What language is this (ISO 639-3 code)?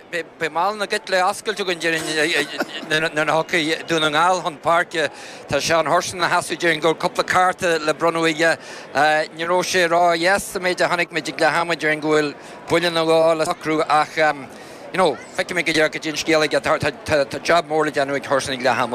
gle